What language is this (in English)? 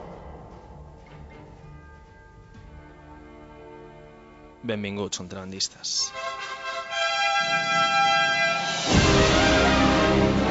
Catalan